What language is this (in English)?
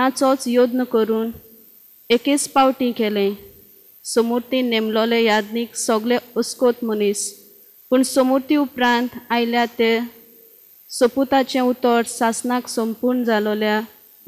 Konkani